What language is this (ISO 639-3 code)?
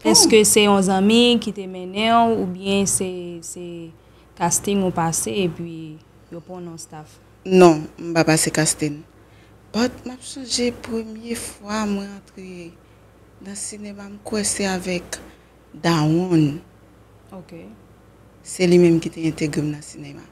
hat